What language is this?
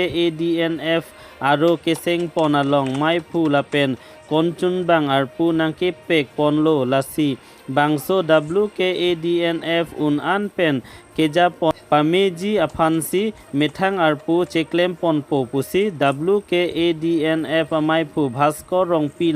Karbi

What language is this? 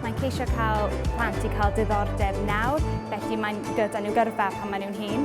Welsh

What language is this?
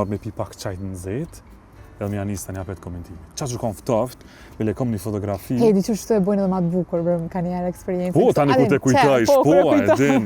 Albanian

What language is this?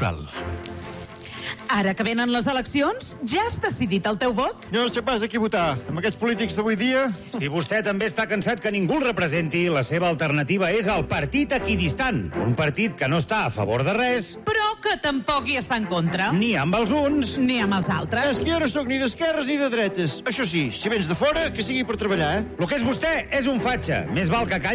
Catalan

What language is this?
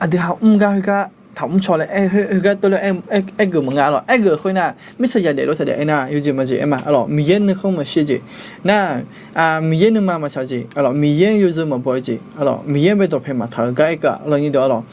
Akha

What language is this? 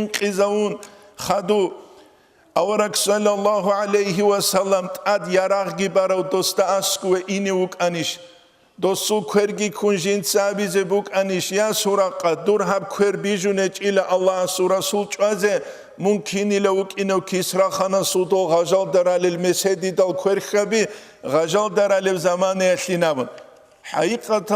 Avaric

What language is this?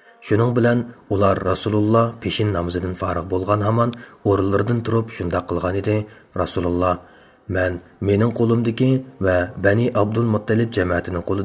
Uyghur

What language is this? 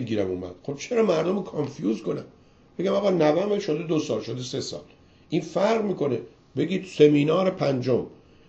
Persian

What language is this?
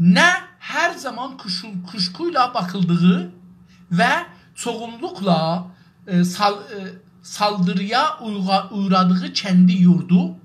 South Azerbaijani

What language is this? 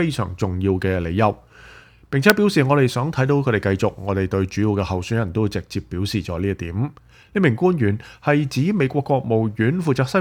Cantonese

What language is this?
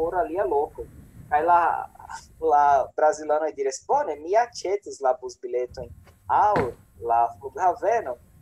Esperanto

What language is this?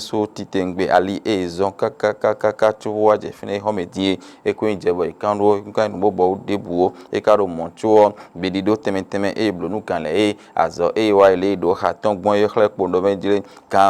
Fon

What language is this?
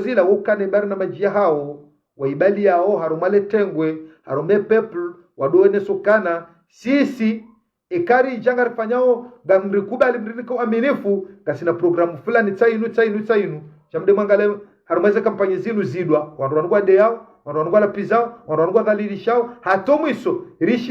Ngazidja Comorian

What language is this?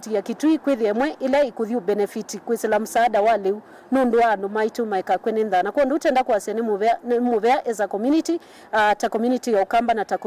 Kamba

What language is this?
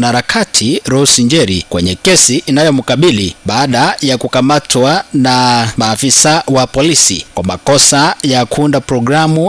Swahili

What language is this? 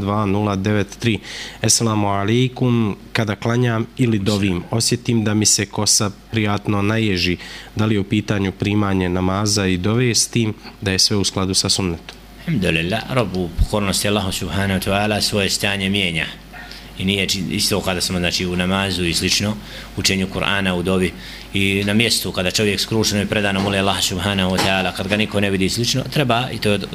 Bosnian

